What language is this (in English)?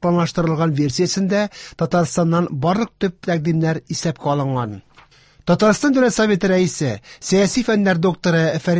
Tatar